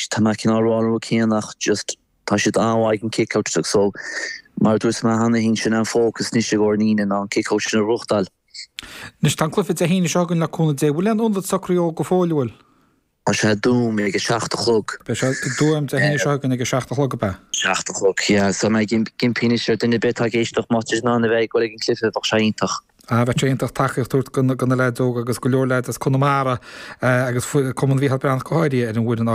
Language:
Irish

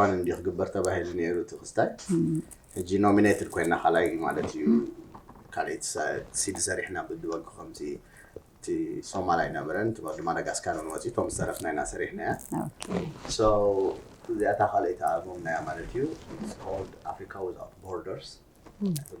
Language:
Tigrinya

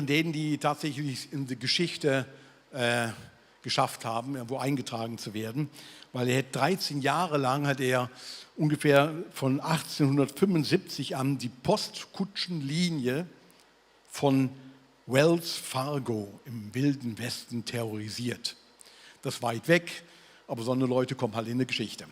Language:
Swiss German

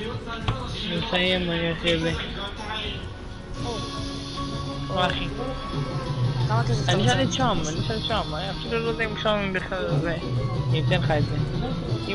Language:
Hebrew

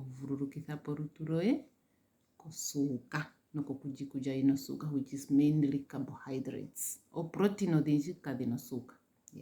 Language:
Ndonga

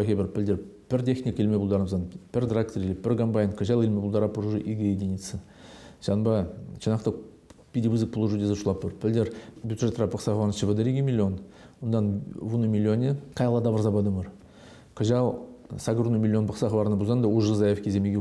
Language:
Chuvash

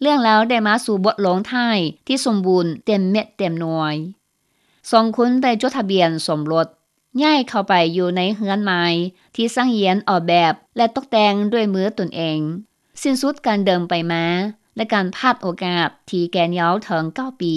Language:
Lao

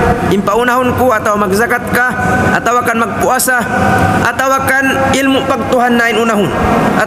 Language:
Tausug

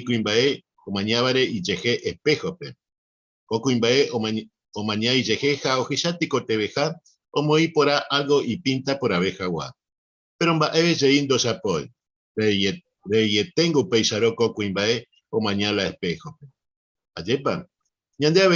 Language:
Guarani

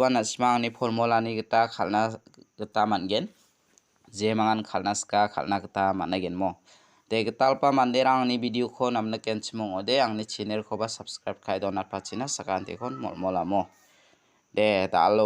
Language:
Garo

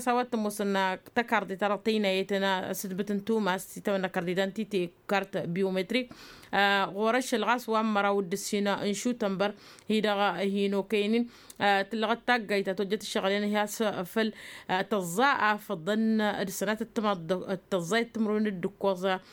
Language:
Tamasheq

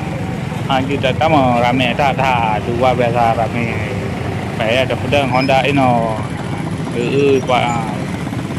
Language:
Achinese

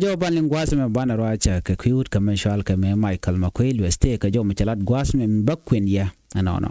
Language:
Nuer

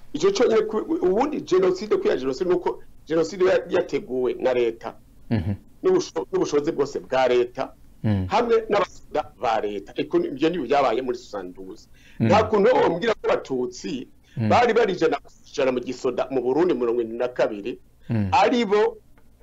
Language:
Rundi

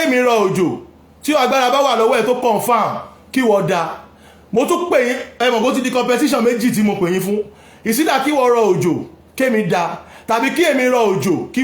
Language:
Yoruba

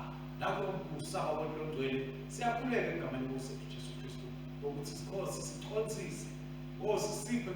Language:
Swati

